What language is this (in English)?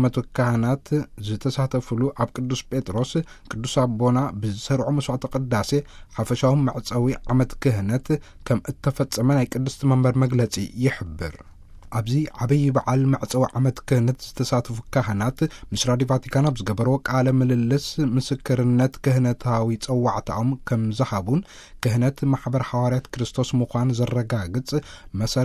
Tigrinya